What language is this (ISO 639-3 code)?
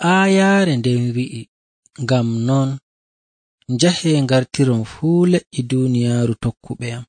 fuv